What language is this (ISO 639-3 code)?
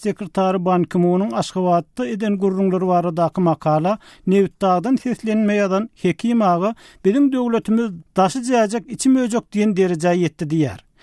tuk